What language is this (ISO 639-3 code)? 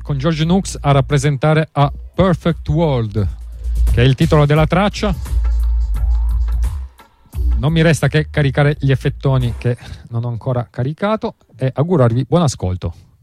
ita